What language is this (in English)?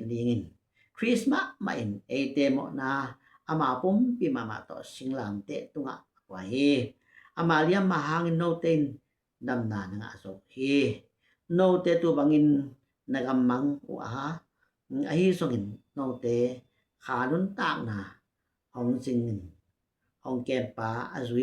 Tedim Chin